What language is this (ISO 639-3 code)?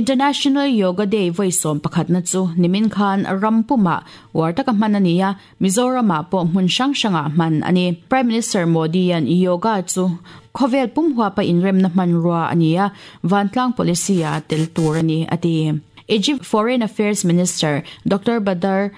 lus